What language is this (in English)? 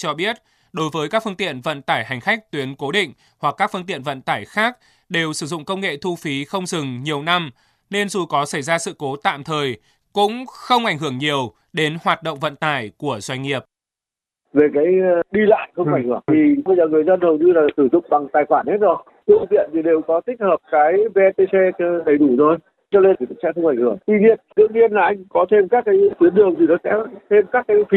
Vietnamese